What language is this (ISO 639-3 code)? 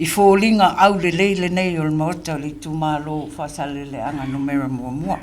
smo